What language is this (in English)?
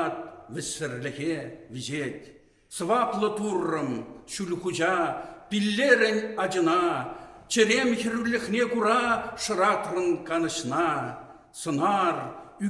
Chuvash